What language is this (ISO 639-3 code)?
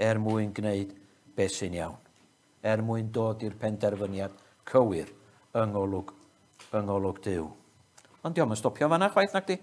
cym